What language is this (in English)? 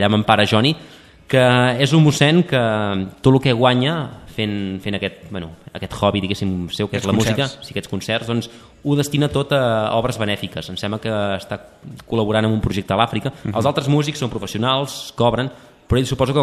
Catalan